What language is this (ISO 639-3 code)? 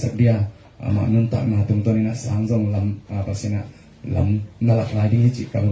ctd